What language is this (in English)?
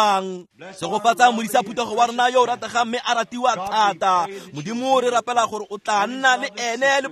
Tswana